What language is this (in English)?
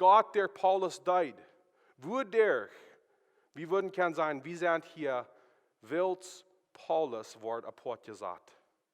Plautdietsch